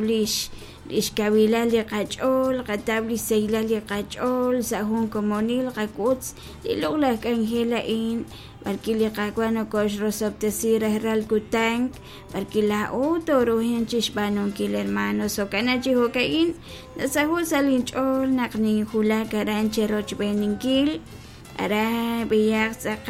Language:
Kekchí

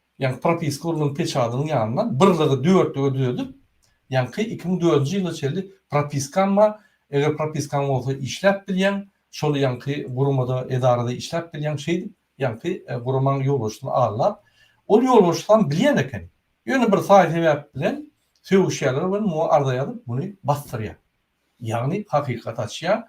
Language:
Turkmen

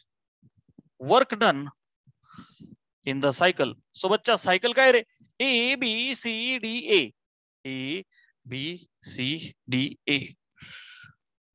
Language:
Marathi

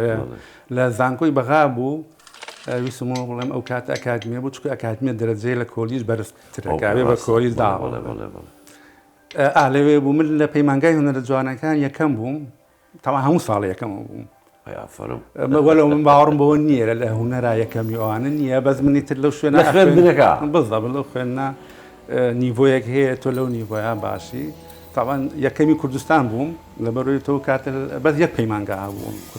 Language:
Central Kurdish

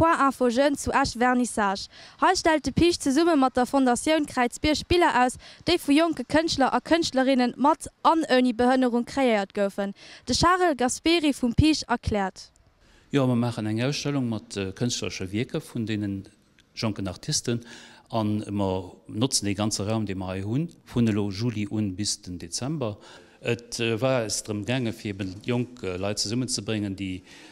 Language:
Luxembourgish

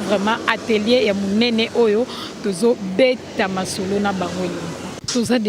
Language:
Lingala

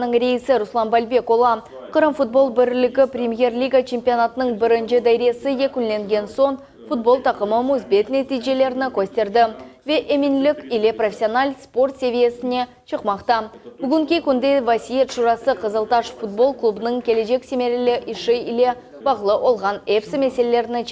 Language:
Crimean Tatar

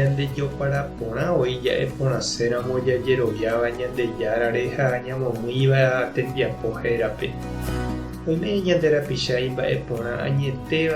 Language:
Guarani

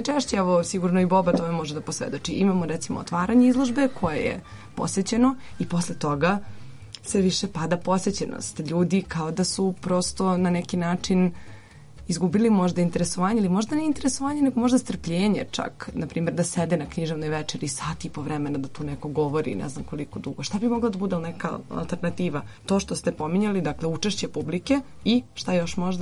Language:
Serbian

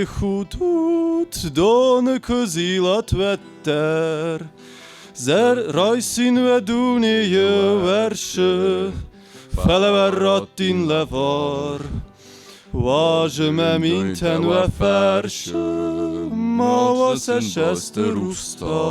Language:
Ossetic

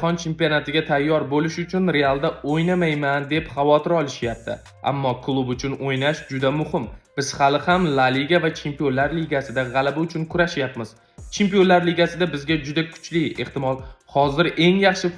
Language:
Uzbek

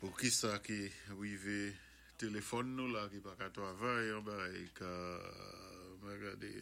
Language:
Saint Lucian Creole French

